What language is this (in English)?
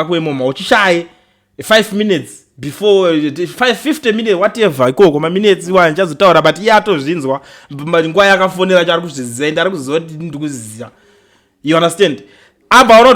Shona